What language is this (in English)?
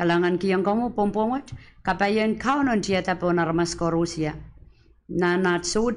Pohnpeian